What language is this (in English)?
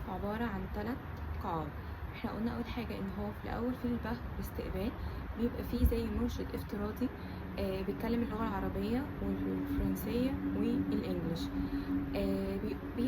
Egyptian Arabic